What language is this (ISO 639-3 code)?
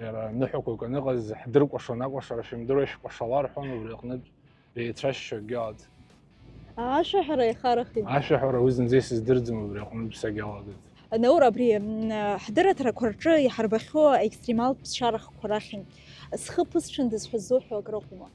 abk